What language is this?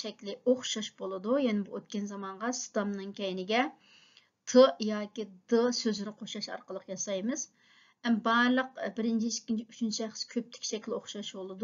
Uyghur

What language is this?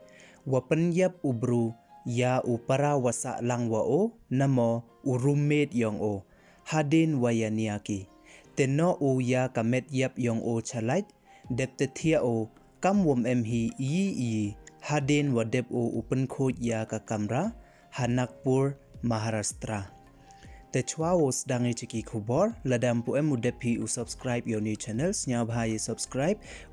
Pnar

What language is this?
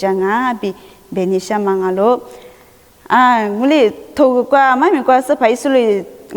Lisu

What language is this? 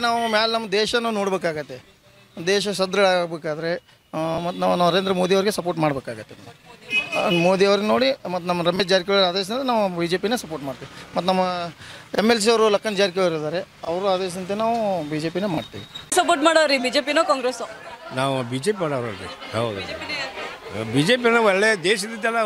Kannada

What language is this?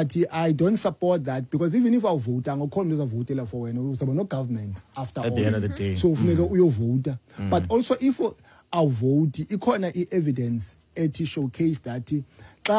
Xhosa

